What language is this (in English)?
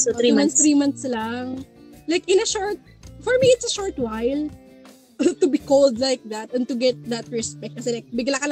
Filipino